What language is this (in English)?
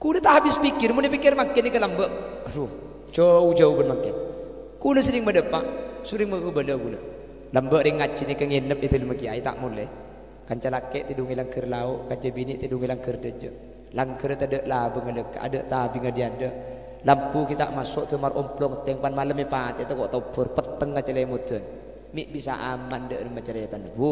Madurese